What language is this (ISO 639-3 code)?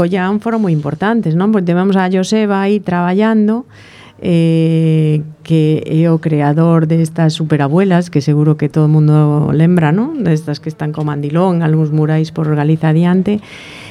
glg